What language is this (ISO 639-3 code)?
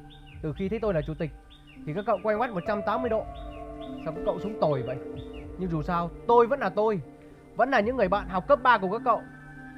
vie